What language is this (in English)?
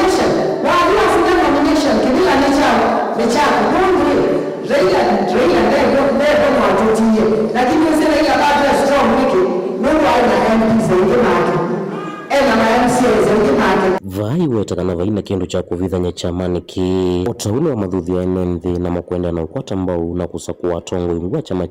Kamba